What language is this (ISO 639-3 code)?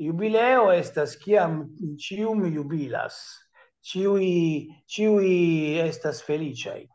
epo